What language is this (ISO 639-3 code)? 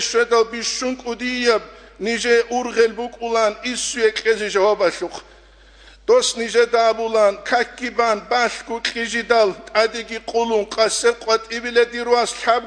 ava